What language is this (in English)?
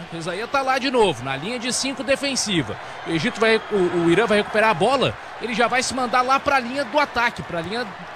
Portuguese